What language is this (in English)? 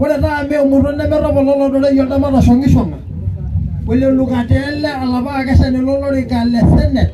Masai